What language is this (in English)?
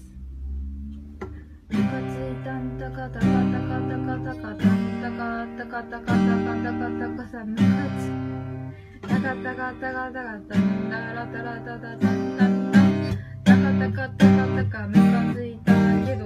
Japanese